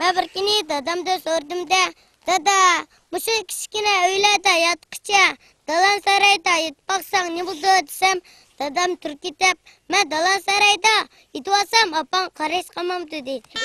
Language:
Uyghur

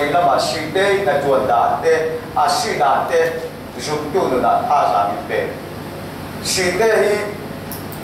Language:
Falam Chin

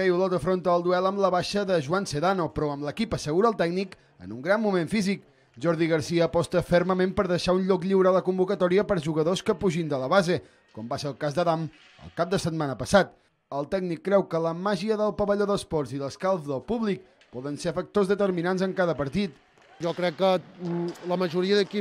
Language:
Catalan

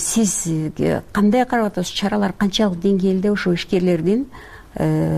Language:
Kyrgyz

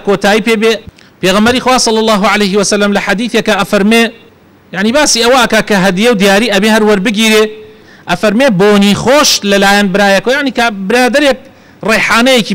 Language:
Central Kurdish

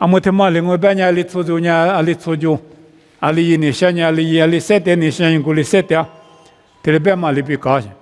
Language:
Lisu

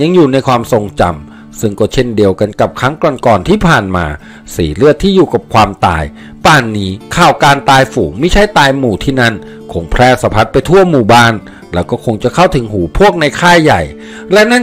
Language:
Thai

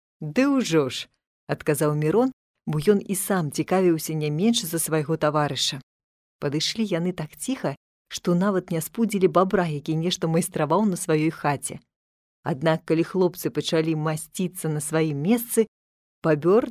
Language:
Belarusian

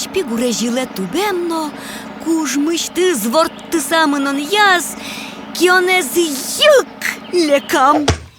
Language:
Udmurt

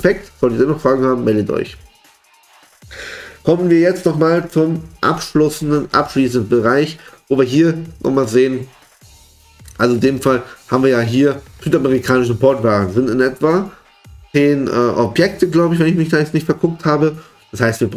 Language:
German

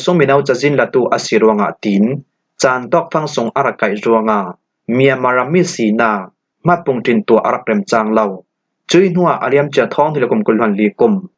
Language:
Falam Chin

